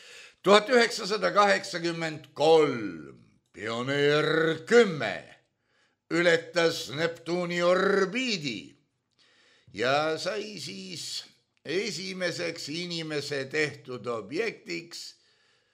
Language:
Estonian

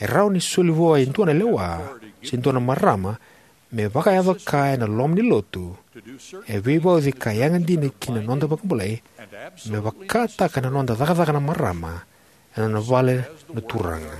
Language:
Fijian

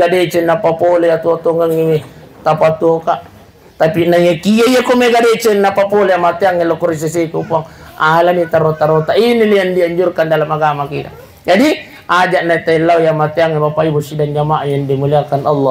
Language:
Buginese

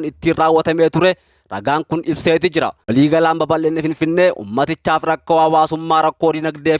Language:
Oromo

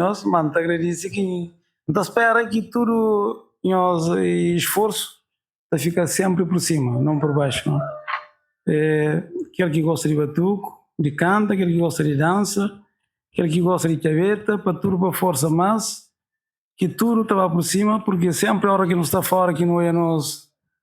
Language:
Kabuverdianu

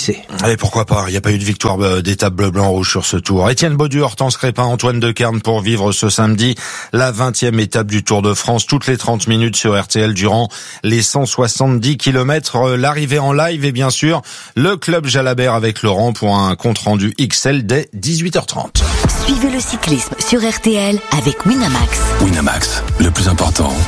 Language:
French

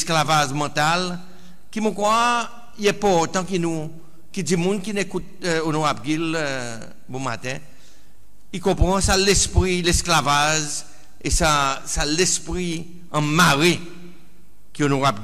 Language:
Seselwa Creole French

